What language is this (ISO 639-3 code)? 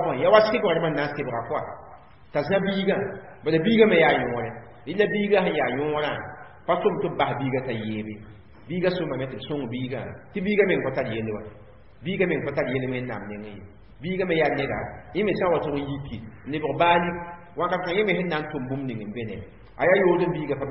mos